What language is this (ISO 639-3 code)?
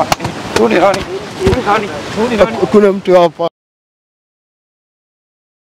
swa